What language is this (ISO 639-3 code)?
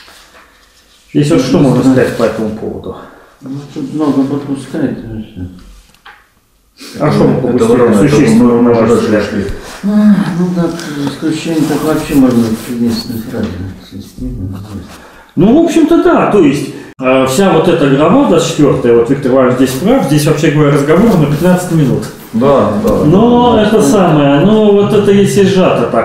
rus